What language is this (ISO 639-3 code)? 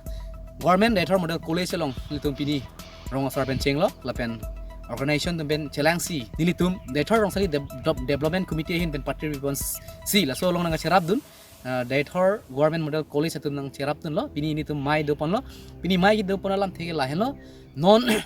mjw